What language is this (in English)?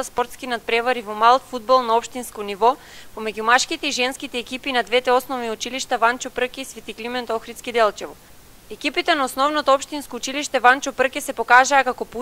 Macedonian